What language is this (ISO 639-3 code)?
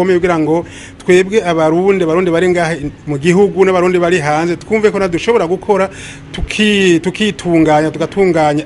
run